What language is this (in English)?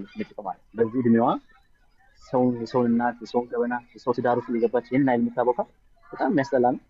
Amharic